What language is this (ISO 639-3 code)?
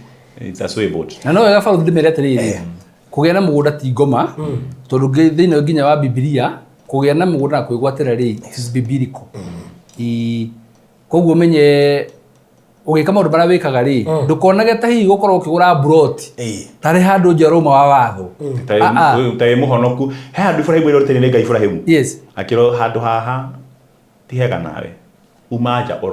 kik